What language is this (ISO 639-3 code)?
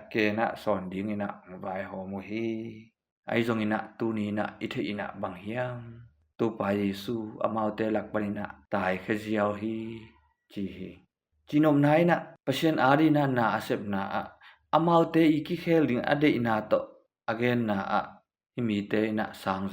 ctd